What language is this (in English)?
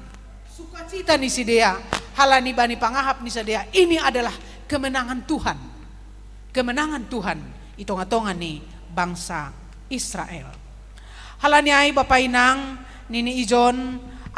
Batak Simalungun